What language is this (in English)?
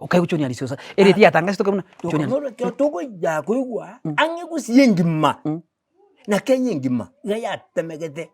Gusii